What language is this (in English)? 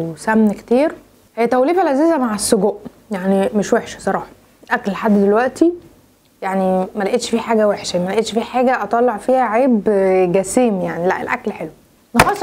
Egyptian Arabic